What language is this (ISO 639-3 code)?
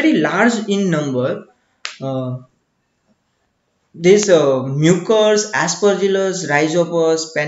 guj